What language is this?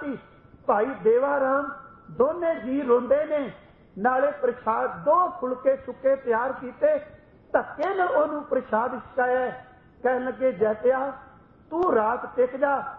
Punjabi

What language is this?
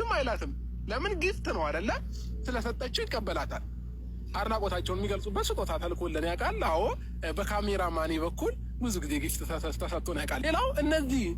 Amharic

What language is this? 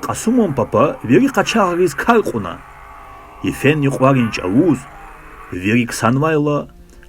Lezghian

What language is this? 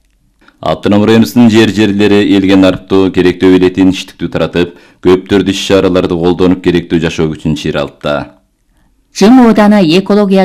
Kyrgyz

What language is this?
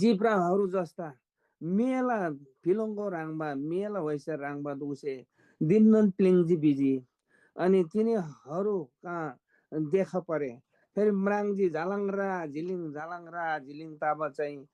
Eastern Tamang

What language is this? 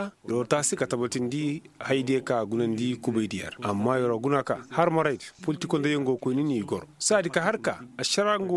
Koyraboro Senni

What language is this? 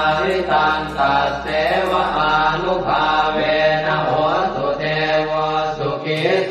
Pali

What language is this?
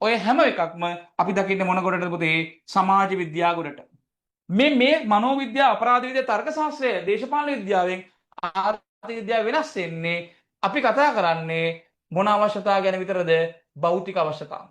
Sinhala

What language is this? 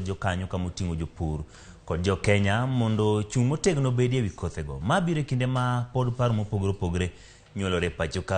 Luo (Kenya and Tanzania)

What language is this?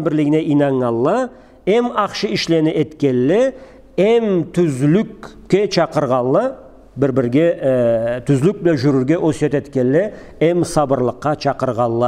Karachay-Balkar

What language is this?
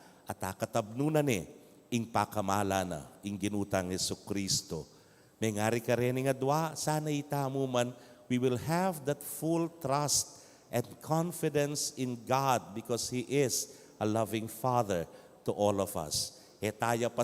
Pampanga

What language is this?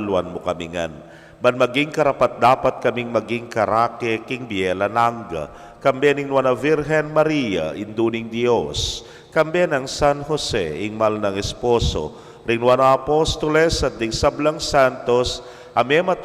Pampanga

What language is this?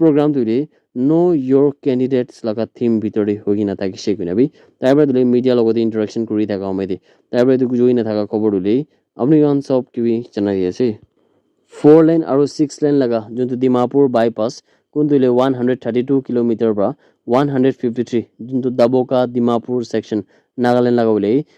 Naga Pidgin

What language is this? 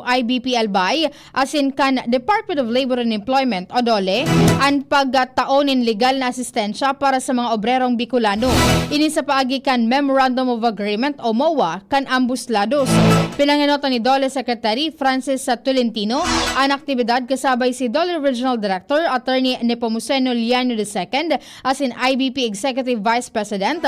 Bikol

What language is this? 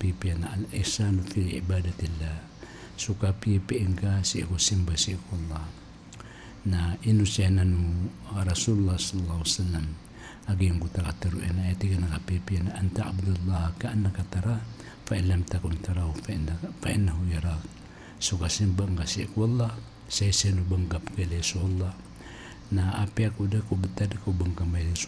Maranao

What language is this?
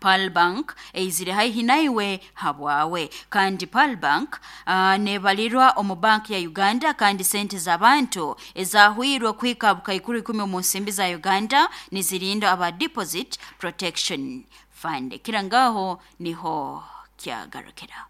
Nyankole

